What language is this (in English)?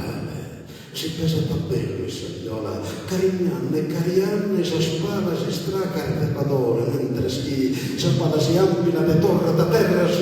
Sardinian